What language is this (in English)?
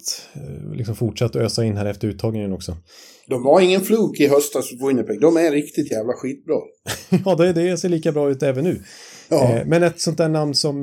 Swedish